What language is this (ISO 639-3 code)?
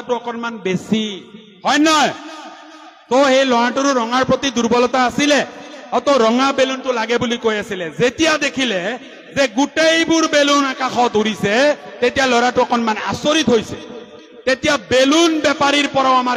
asm